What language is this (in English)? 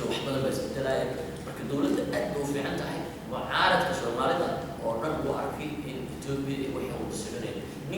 Somali